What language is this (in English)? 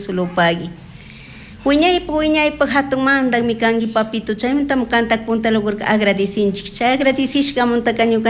Chimborazo Highland Quichua